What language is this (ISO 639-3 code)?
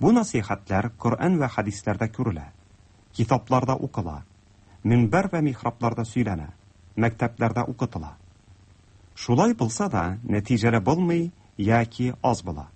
tat